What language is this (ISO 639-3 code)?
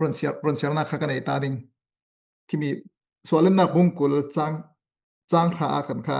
cfm